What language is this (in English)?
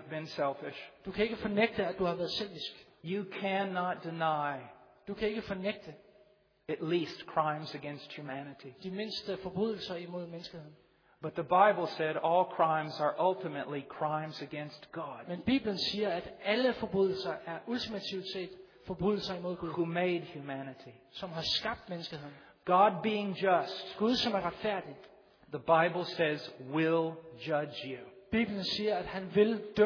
Danish